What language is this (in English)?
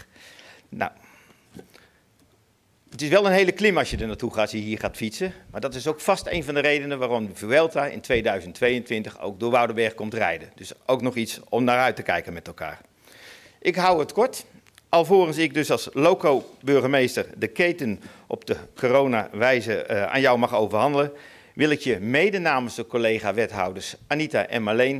Dutch